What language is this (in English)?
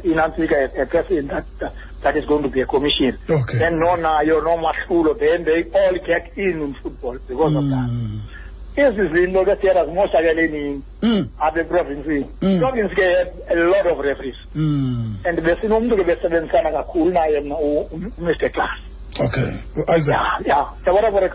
Xhosa